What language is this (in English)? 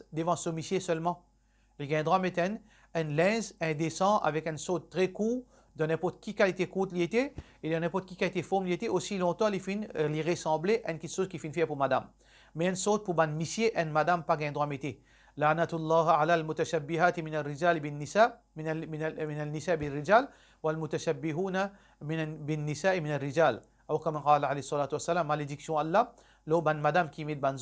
Morisyen